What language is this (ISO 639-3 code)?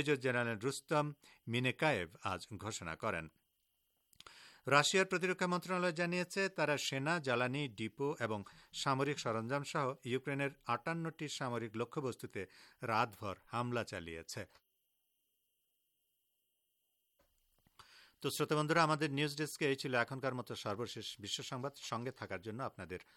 ben